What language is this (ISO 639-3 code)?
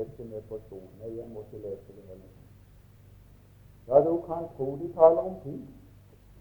nor